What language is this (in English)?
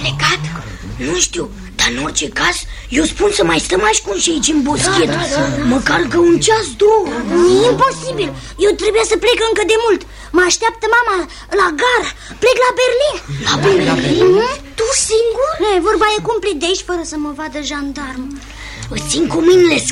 Romanian